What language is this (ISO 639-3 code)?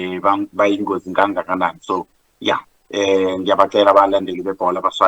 zul